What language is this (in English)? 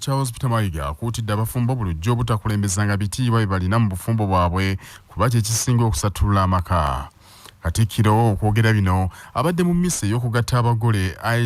Ganda